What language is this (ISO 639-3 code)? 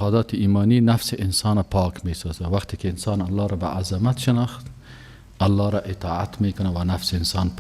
fas